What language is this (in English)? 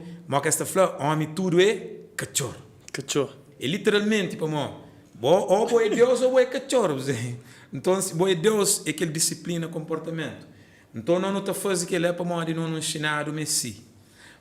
Kabuverdianu